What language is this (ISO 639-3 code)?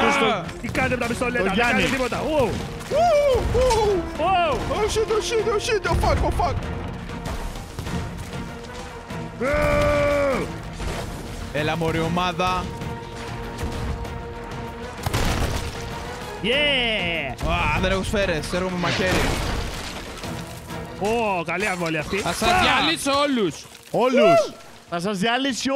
ell